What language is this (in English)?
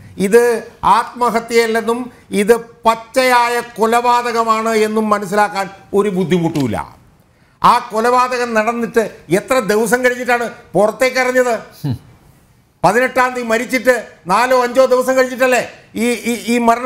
Malayalam